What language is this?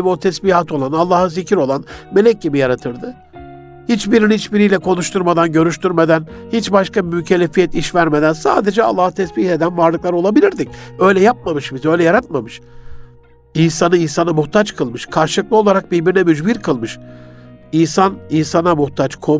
Turkish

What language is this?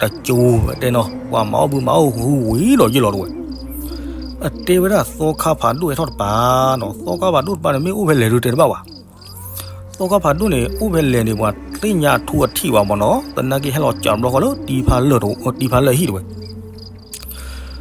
S'gaw Karen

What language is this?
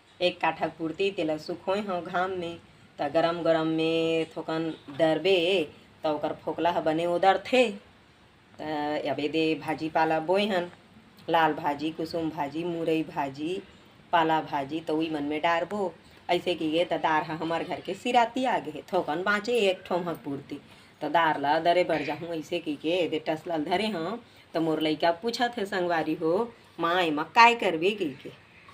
Chhattisgarhi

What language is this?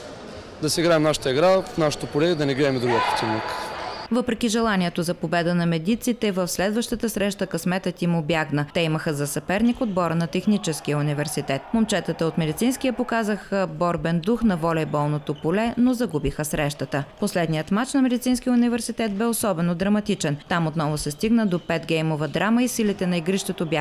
Bulgarian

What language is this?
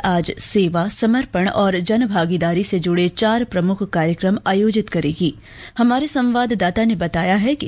Hindi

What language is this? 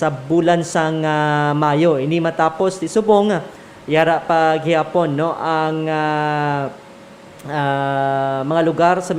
Hiligaynon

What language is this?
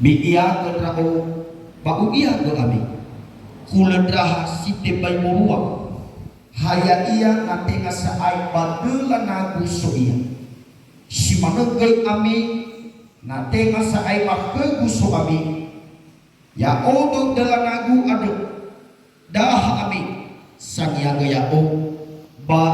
Nias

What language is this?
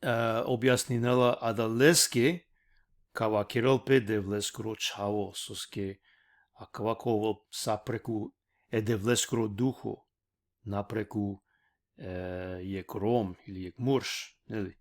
Balkan Romani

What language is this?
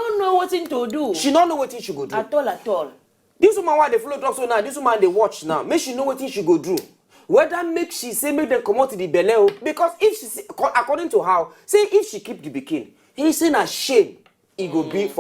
Nigerian Pidgin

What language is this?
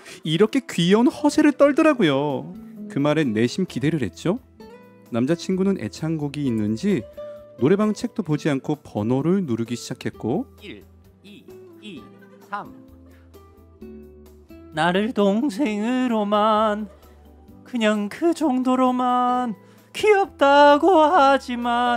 Korean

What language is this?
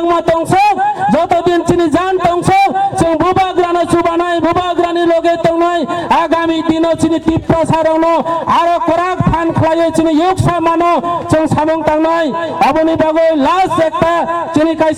Kok Borok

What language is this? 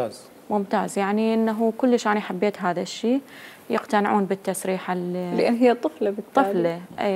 Mesopotamian Arabic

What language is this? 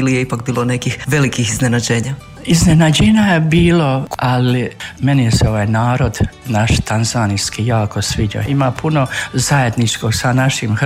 Croatian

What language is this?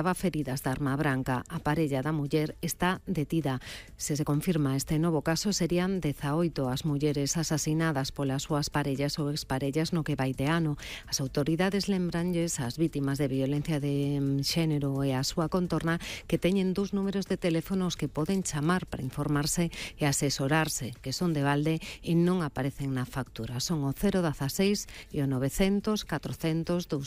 Galician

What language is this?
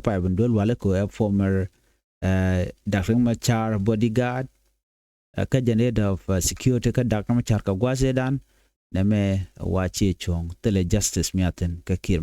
Nuer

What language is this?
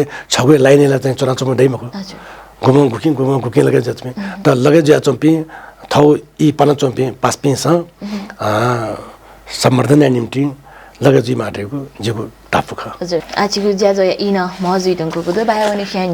Newari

